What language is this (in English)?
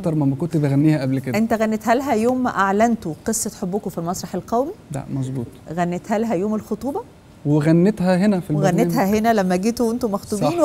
Egyptian Arabic